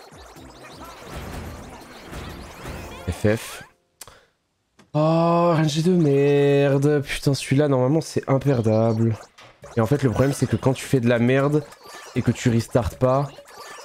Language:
French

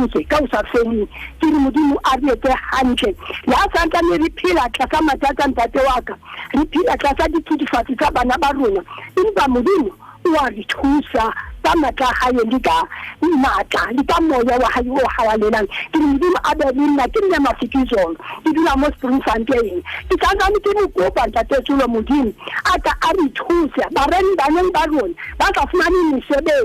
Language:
Southern Sotho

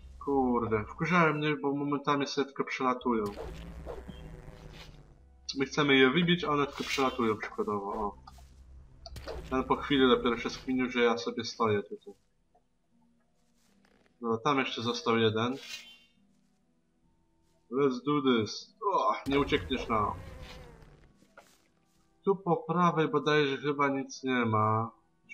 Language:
Polish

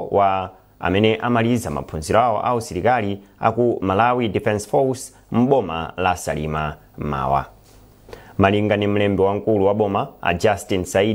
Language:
Nyanja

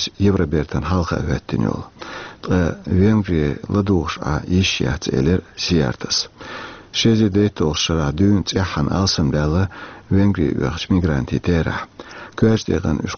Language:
Chechen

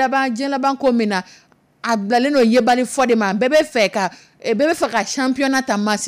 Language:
Dyula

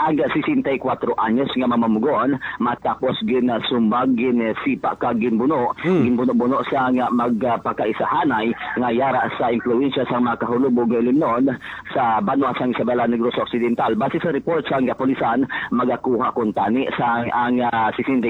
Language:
Hiligaynon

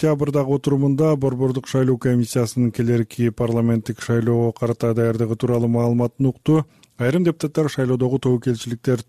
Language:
Kyrgyz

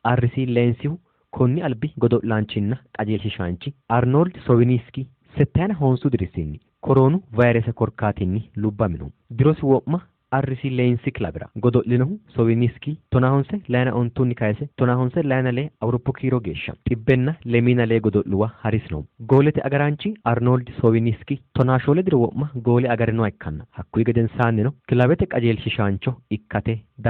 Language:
Sidamo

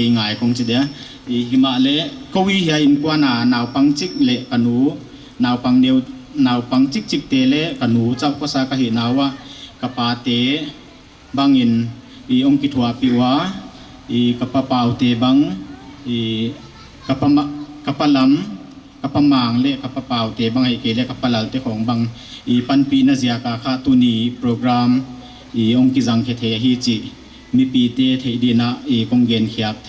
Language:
Paite Chin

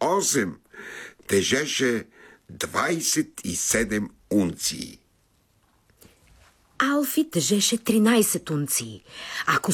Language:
Bulgarian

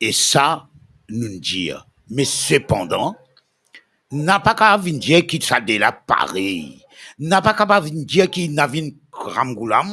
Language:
Morisyen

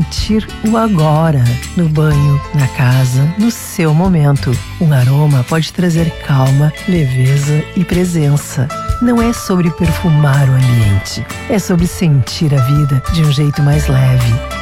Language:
Portuguese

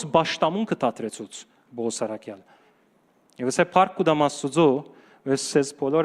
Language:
Western Armenian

